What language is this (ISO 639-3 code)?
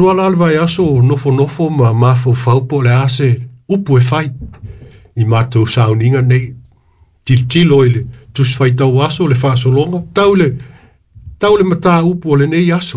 smo